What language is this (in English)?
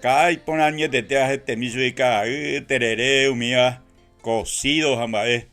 Guarani